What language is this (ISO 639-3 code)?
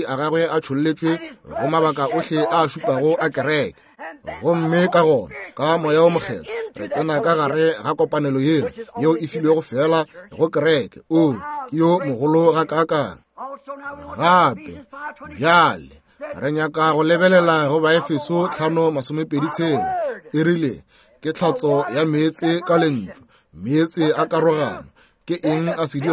nso